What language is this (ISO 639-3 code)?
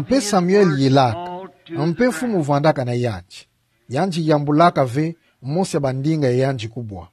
ktu